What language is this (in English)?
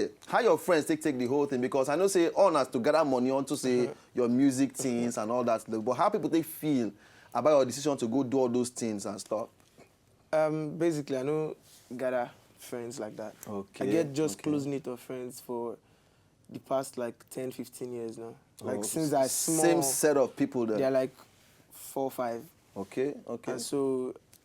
Nigerian Pidgin